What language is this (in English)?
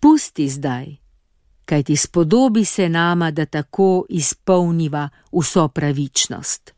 Slovenian